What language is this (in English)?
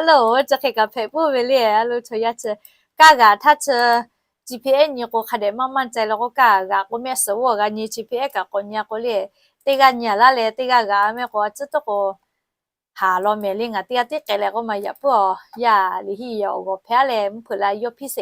Lahu